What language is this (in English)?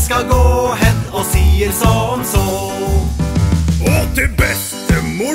Norwegian